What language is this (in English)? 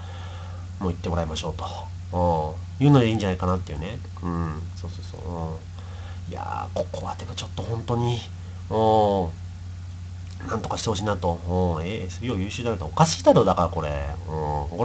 Japanese